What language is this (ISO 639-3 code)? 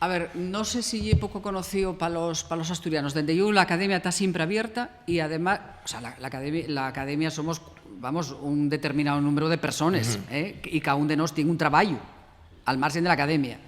ast